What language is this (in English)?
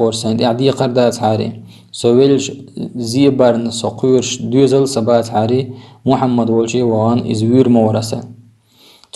Chechen